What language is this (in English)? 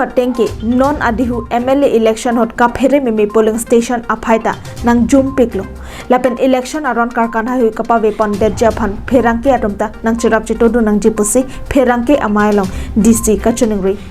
Karbi